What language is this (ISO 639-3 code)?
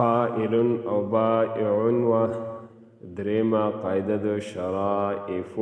pus